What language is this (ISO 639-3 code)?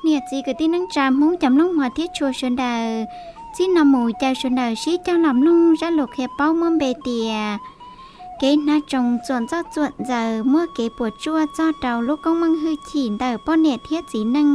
hmn